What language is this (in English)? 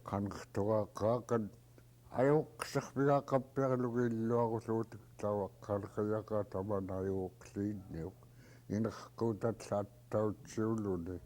Central Yupik